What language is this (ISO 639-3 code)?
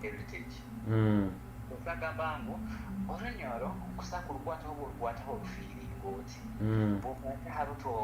nyo